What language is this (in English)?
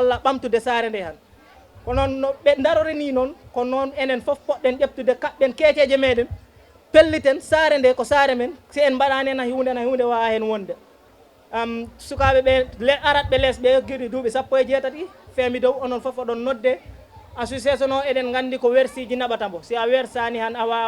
Fula